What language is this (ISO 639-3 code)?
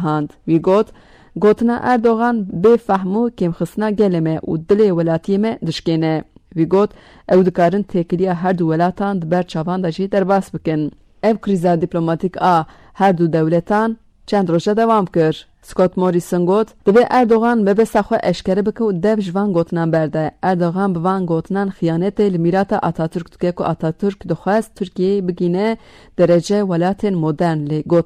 kur